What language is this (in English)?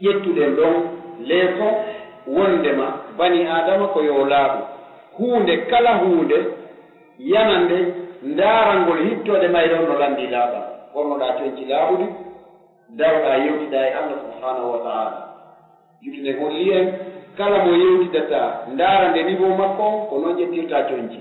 Pular